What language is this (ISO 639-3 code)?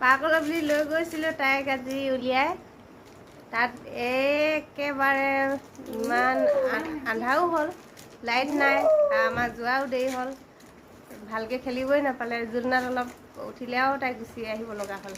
asm